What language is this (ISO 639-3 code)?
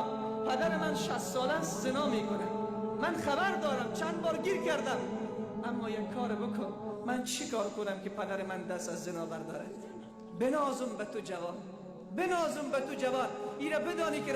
fas